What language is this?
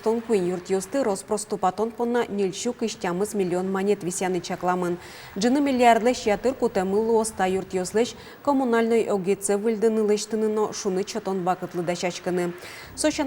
Udmurt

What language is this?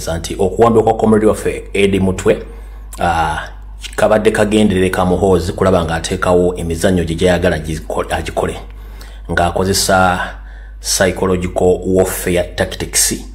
Ganda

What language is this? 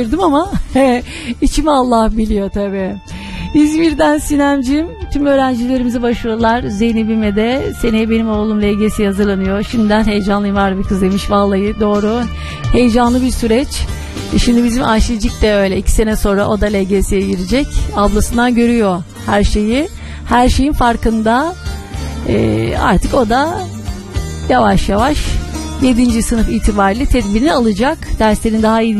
Turkish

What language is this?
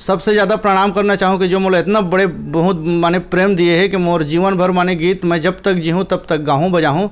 Chhattisgarhi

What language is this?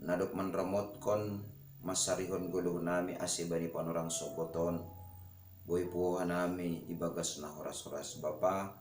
Batak Simalungun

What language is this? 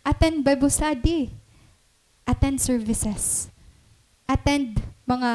Waray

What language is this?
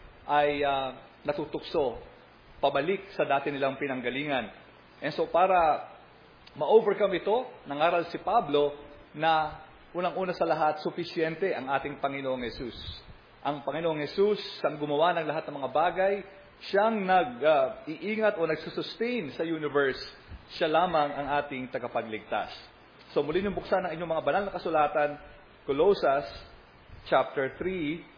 Filipino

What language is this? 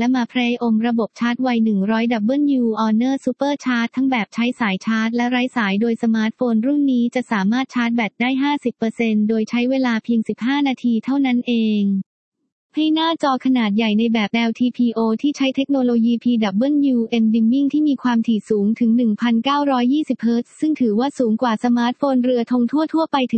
Thai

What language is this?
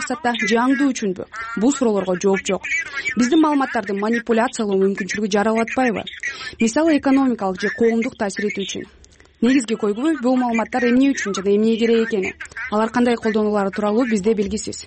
Kyrgyz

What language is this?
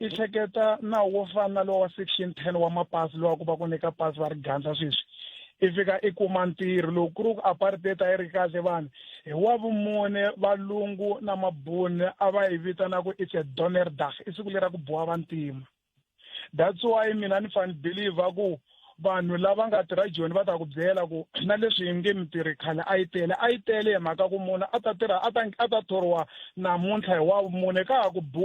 Tsonga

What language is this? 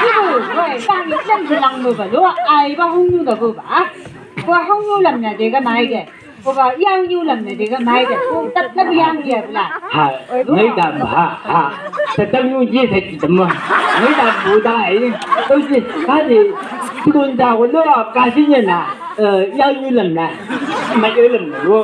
Chang Naga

